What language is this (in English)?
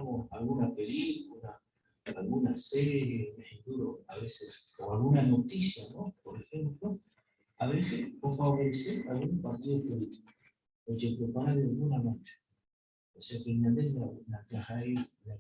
Guarani